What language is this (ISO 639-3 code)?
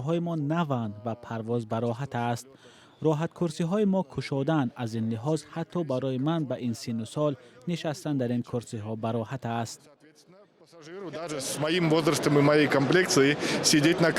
tgk